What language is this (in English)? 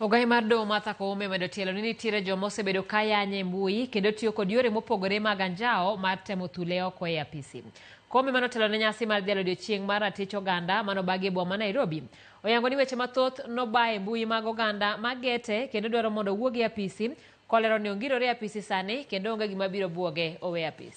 Luo (Kenya and Tanzania)